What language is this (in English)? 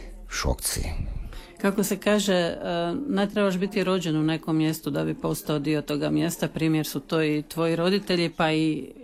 Croatian